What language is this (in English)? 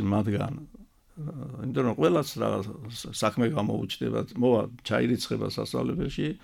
Georgian